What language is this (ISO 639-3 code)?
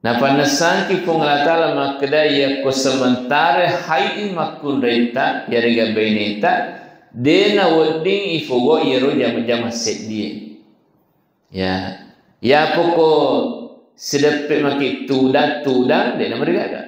bug